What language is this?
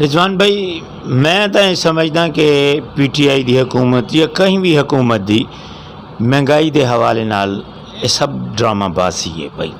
Western Panjabi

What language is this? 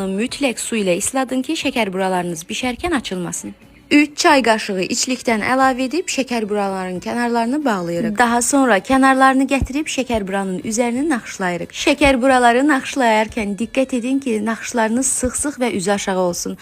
Azerbaijani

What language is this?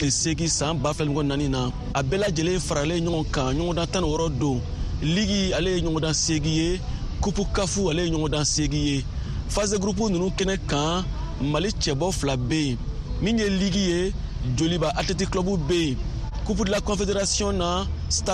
Bambara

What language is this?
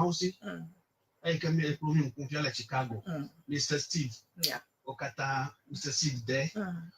Ewe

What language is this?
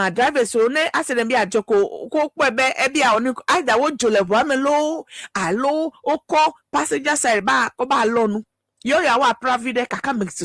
Ewe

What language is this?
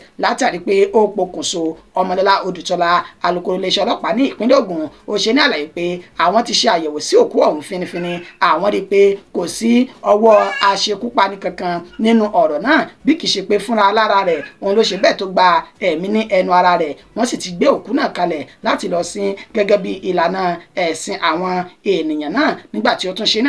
Yoruba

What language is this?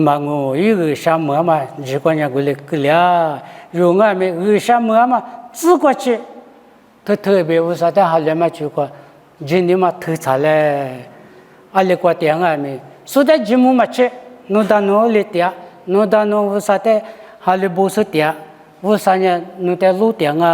Lisu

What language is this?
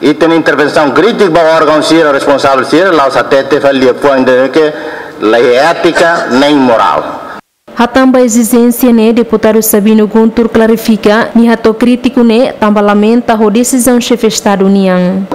Tetum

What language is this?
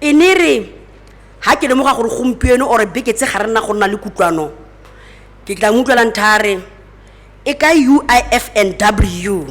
Tswana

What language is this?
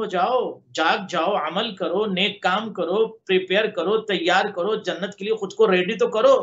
Urdu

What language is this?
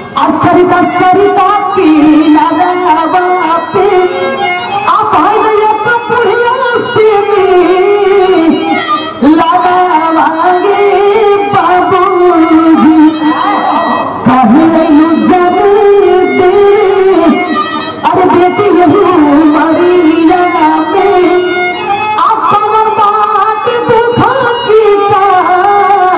Bhojpuri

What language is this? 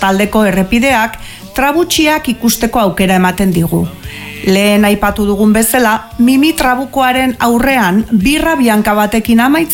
Basque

